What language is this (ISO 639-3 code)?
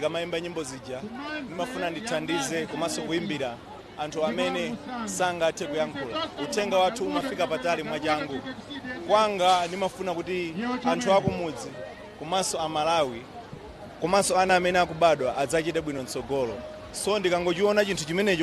nya